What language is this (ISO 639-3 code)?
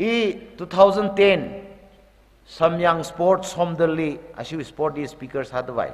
nmf